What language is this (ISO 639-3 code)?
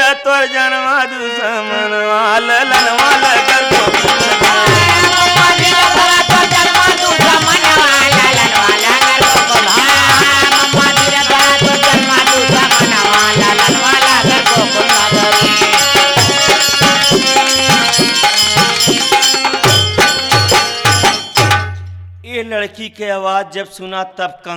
bho